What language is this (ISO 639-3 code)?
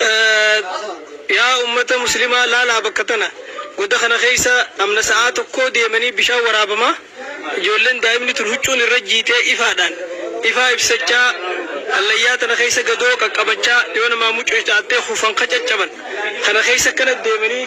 orm